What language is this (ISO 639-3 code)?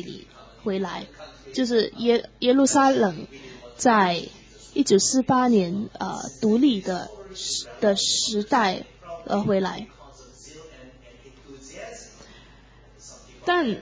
zho